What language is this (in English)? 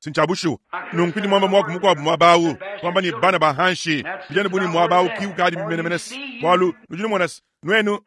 Luba-Lulua